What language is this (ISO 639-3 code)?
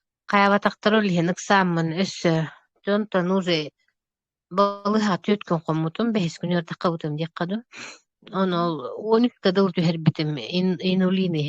sah